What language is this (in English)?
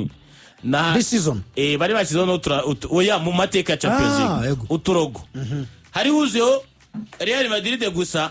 Kinyarwanda